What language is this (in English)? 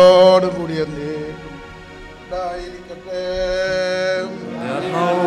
Malayalam